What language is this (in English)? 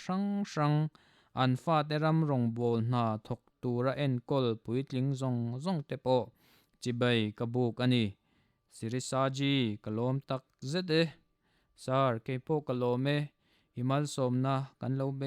Mizo